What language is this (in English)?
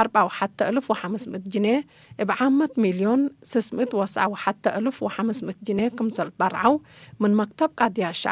Tigre